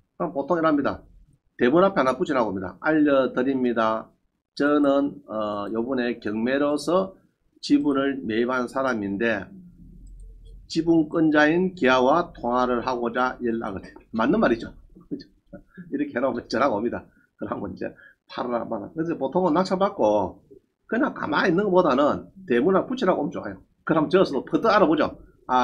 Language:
Korean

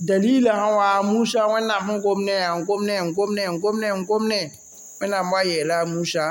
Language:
Mossi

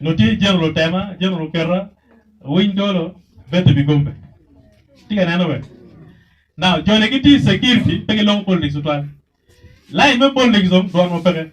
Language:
Acoli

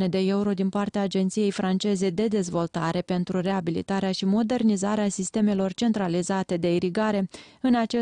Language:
Romanian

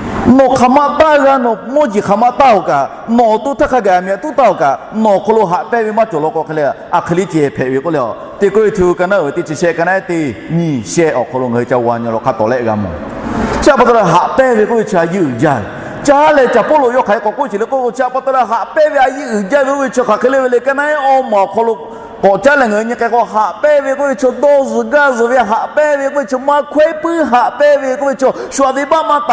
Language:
Lahu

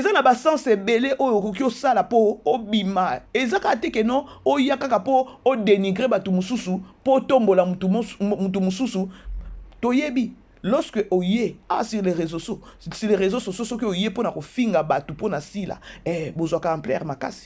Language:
Lingala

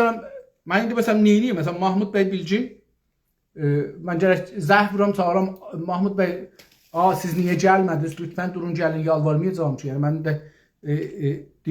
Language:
South Azerbaijani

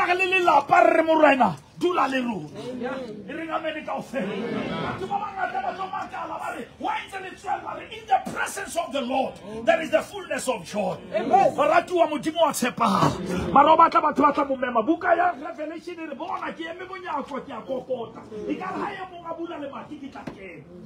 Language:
Southern Sotho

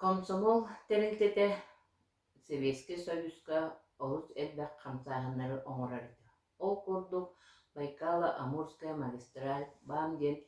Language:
Yakut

